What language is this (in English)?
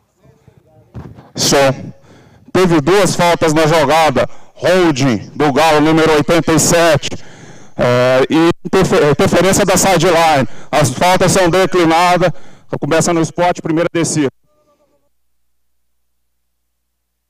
Portuguese